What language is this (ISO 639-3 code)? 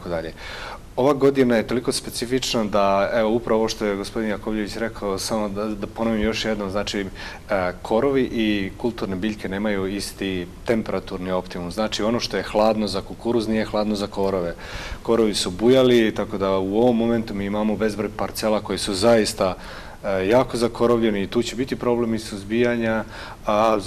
srp